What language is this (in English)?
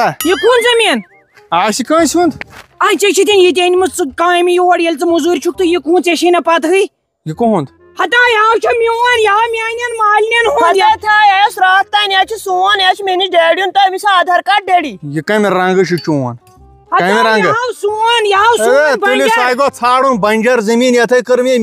Kashmiri